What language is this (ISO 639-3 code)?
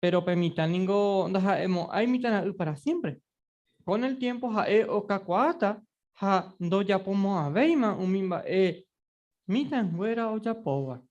grn